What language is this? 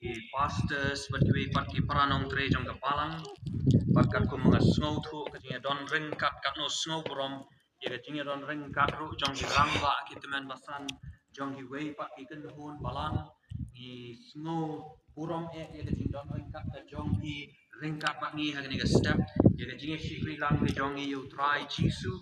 Khasi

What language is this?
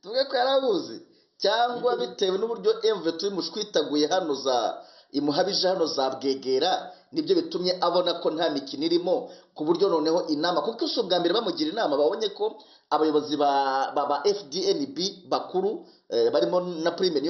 Kinyarwanda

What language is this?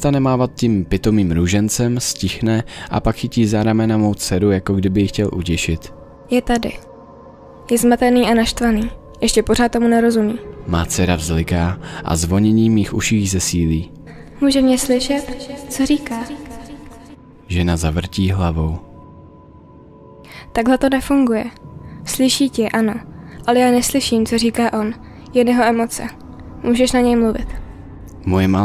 Czech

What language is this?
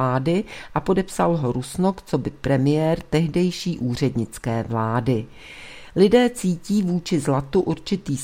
Czech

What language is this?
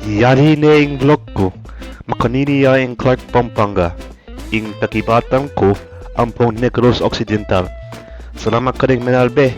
Pampanga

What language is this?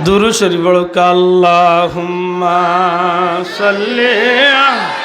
Sylheti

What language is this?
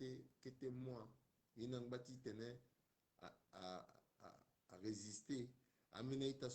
Sango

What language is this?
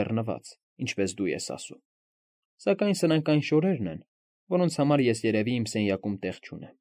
Armenian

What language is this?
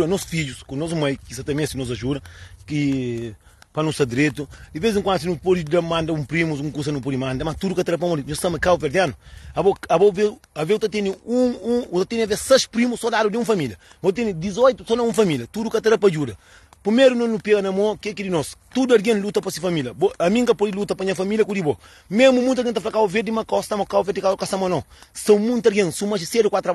Kabuverdianu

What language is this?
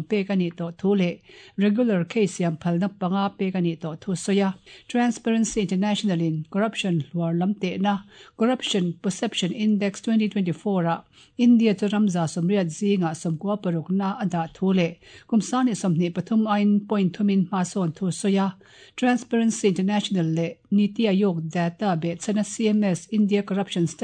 Mizo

